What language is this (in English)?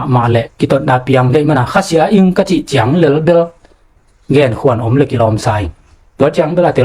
Tedim Chin